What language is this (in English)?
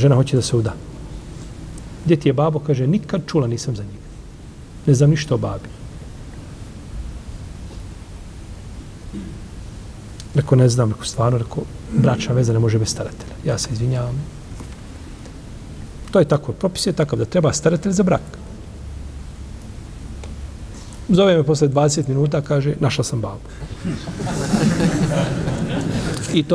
Bosnian